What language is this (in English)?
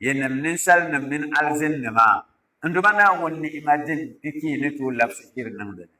Dagbani